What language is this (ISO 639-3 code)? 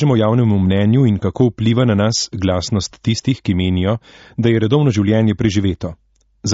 slv